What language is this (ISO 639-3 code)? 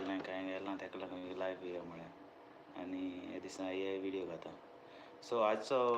kok